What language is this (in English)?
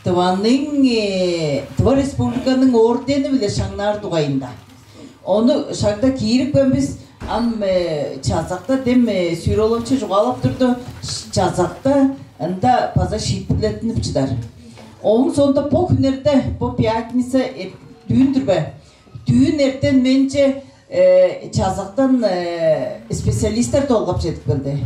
Tuvinian